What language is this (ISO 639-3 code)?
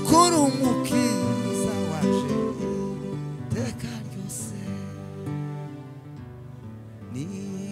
kin